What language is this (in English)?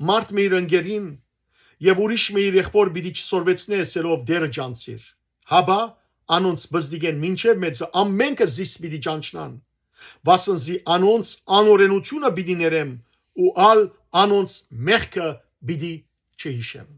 Western Armenian